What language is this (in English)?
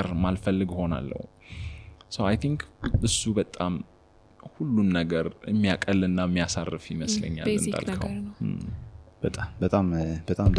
Amharic